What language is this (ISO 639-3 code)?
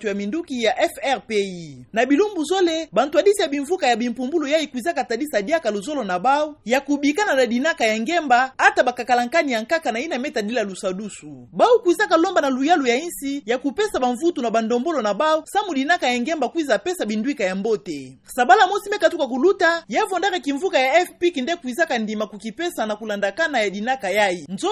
ktu